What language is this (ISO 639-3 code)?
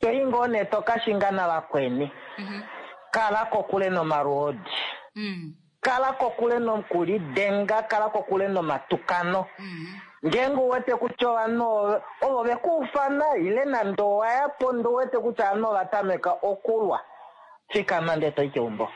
kua